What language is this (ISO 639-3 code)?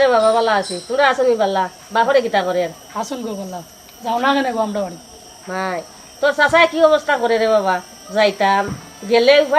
syl